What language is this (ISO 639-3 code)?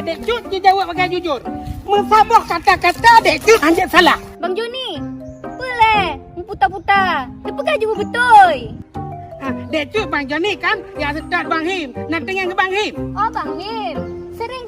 ace